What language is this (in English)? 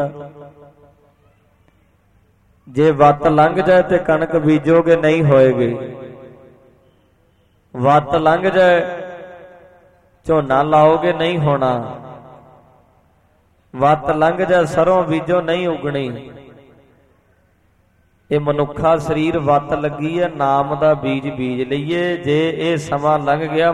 Punjabi